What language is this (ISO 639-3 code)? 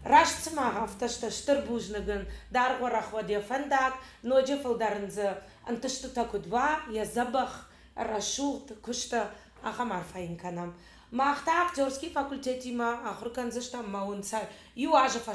oss